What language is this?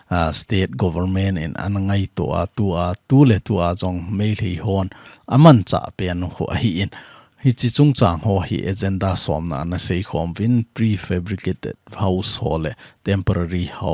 Thado Chin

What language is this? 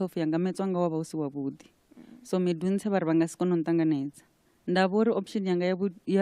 Venda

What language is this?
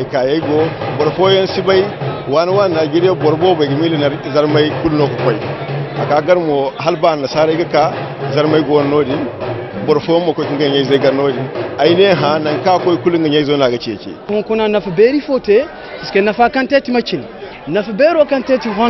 Zarma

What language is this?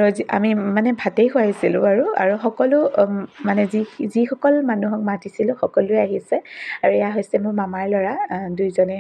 Assamese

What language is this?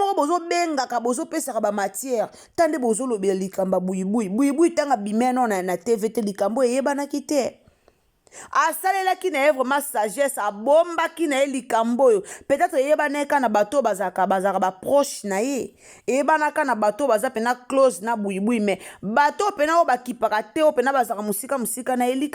Lingala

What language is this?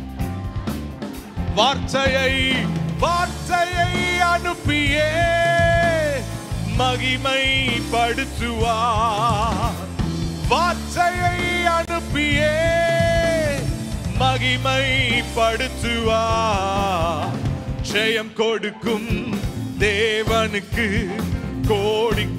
Tamil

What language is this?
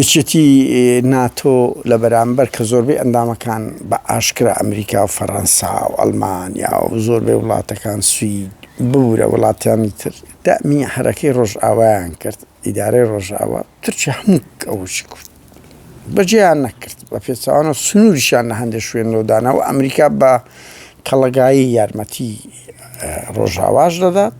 Central Kurdish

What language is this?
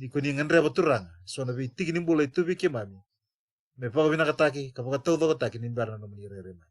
Fijian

